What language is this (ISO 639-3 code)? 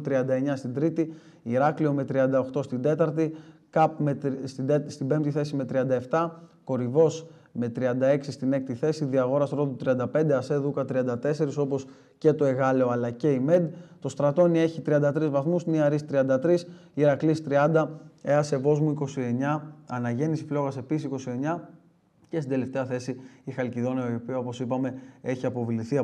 ell